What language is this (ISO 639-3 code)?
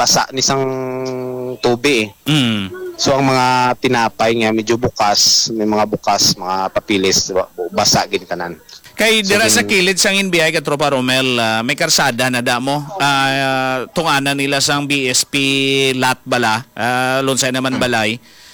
hil